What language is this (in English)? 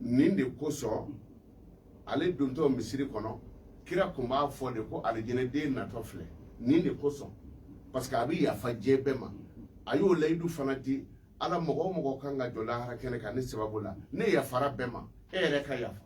Bambara